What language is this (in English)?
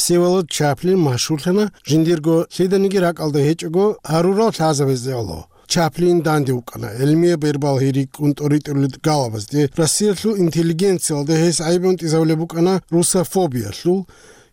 Avaric